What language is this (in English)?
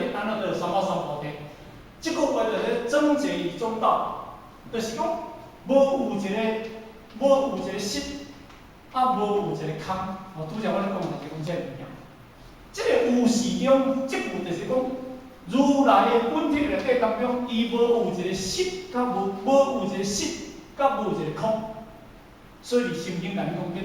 Min Nan Chinese